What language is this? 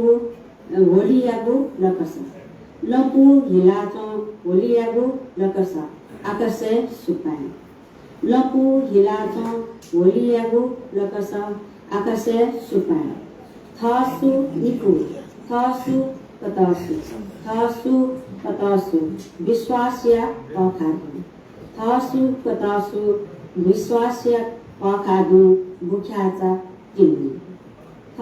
Newari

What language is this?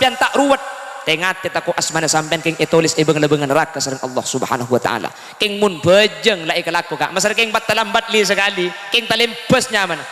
Madurese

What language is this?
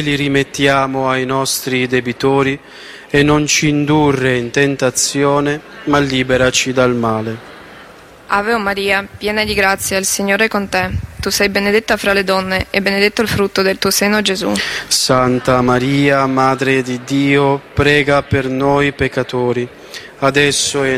Italian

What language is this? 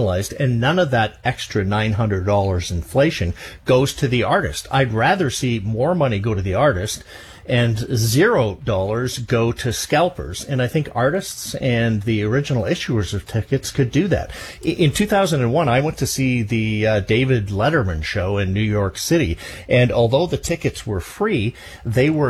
English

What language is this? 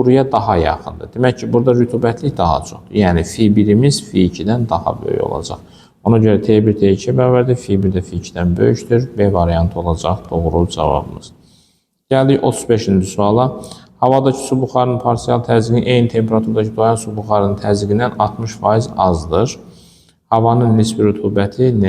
Azerbaijani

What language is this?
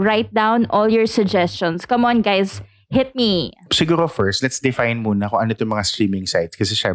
Filipino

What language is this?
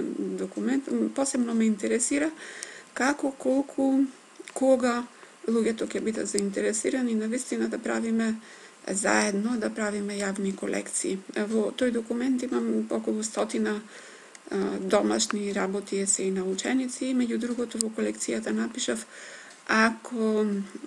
Macedonian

